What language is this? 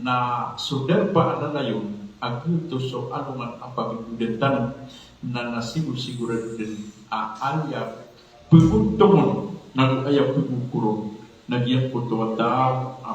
Maranao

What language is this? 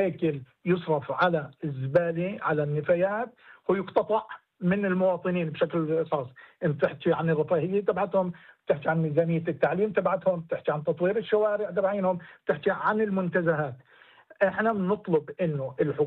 North Levantine Arabic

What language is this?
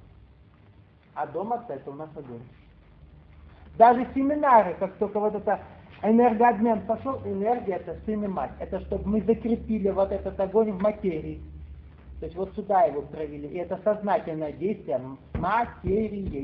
Russian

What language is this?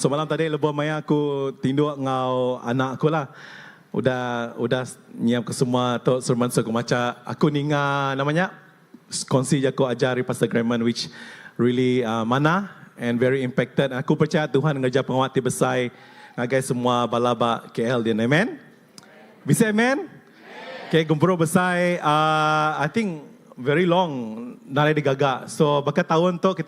Iban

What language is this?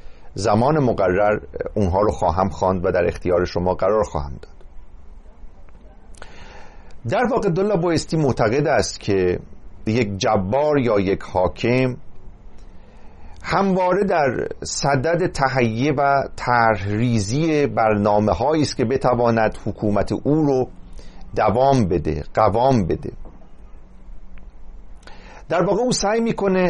Persian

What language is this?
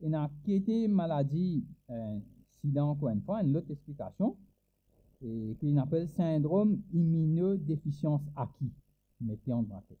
Morisyen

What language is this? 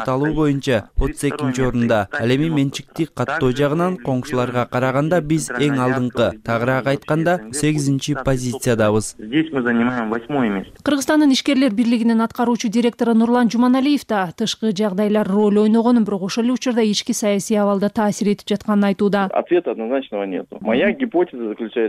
Kyrgyz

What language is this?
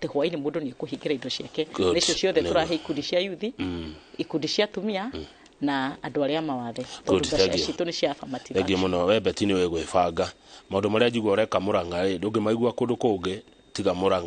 Kikuyu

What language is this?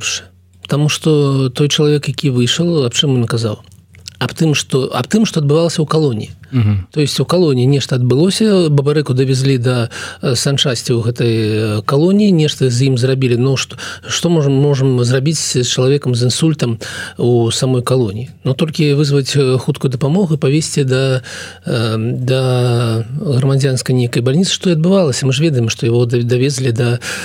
Belarusian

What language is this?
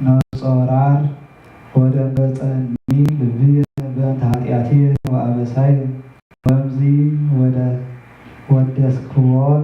Geez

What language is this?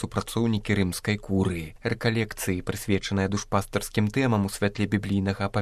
Belarusian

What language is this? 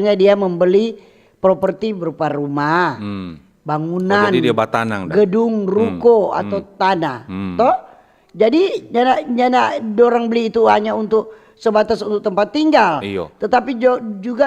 Manado Malay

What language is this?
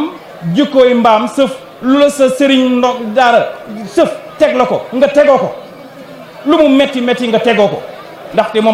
Wolof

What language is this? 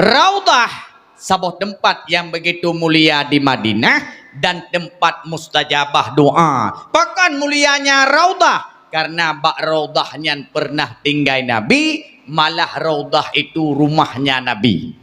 Achinese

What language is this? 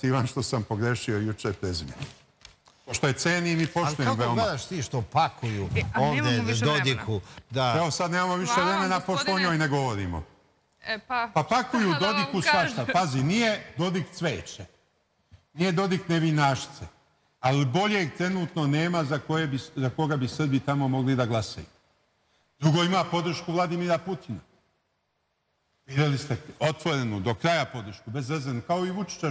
Serbian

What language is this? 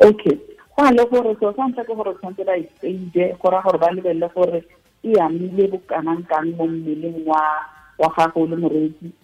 Tswana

